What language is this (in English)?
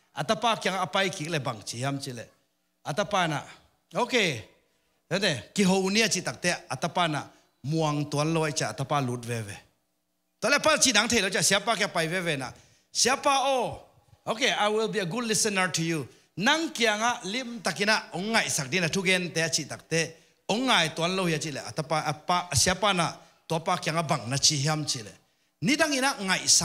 Tedim Chin